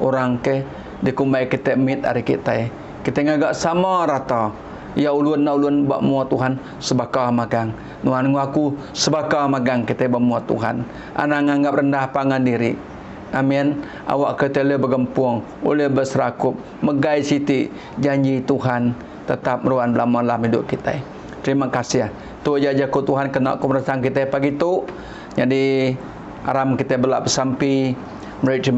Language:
Iban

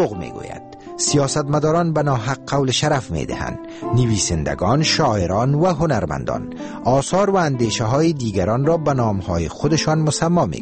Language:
Persian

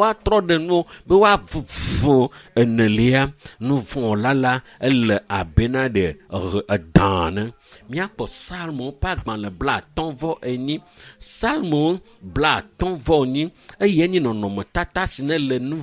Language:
Ewe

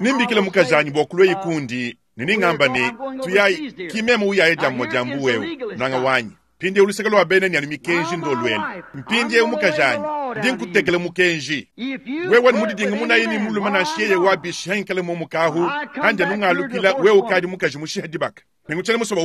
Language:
Luba-Lulua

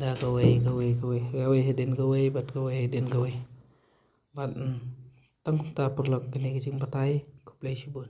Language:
Khasi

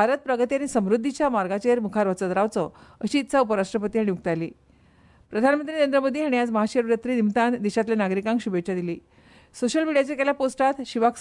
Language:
Konkani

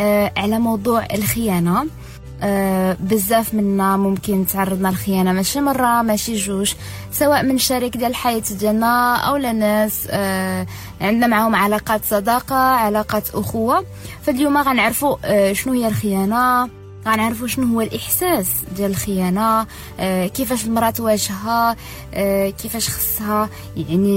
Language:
Moroccan Arabic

